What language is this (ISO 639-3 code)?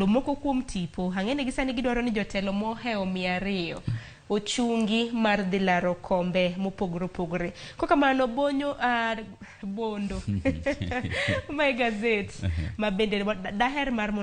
luo